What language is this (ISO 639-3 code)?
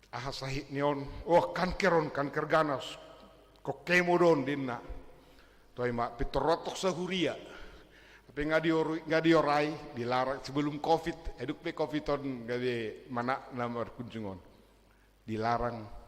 bbc